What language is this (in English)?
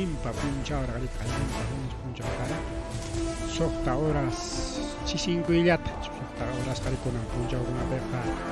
Ayacucho Quechua